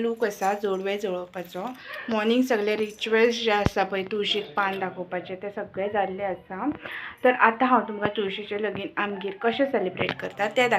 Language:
Konkani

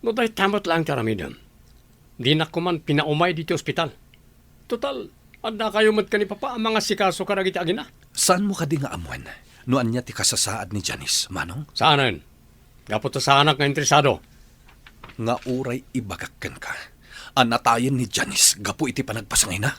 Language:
Iloko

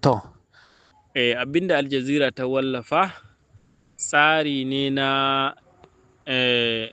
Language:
Hausa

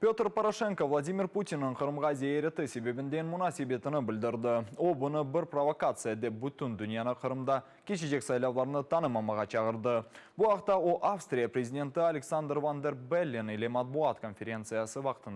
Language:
Crimean Tatar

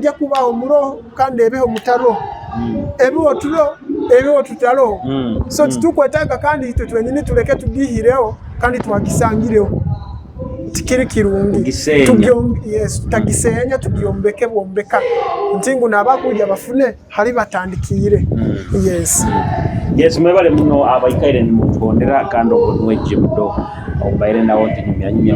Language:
Nyoro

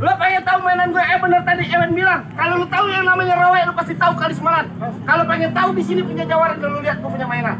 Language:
Betawi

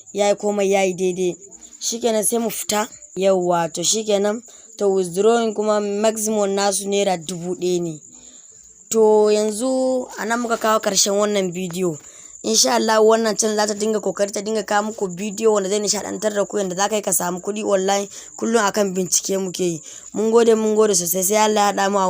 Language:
Hausa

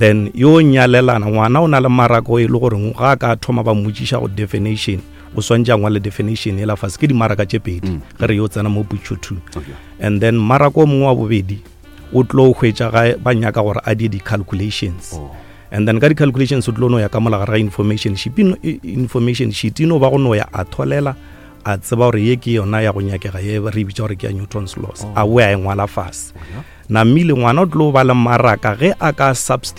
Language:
Northern Sotho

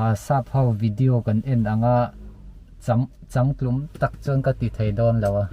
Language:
Mizo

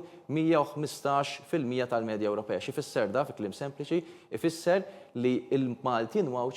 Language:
Maltese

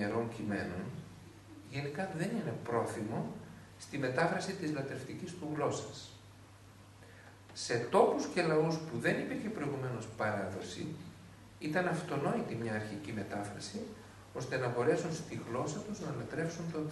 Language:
Greek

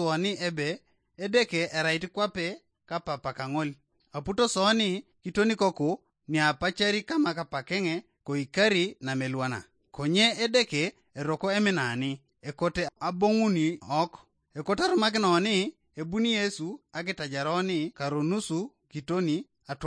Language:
Teso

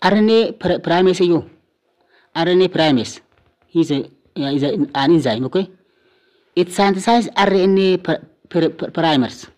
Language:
Oromo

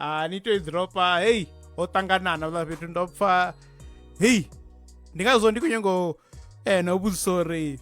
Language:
Venda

